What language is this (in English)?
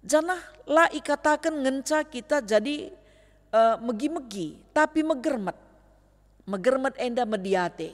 Batak Karo